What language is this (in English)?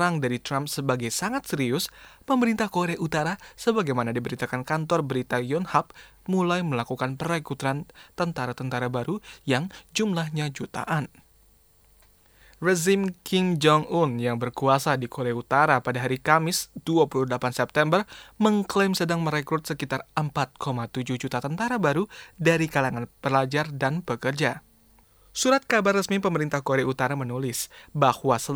Indonesian